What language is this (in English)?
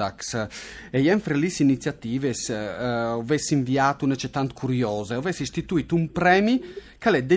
Friulian